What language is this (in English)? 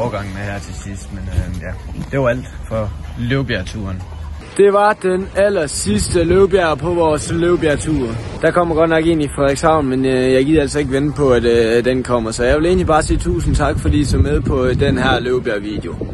Danish